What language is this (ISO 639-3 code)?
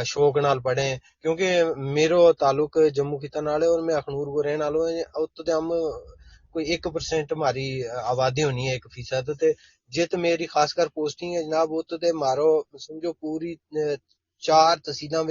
gju